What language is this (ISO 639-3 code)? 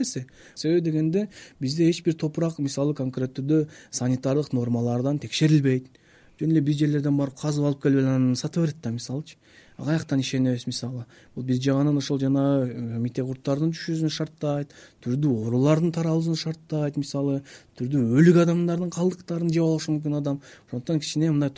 kir